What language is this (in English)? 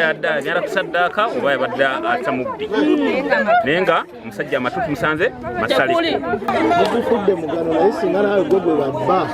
Ganda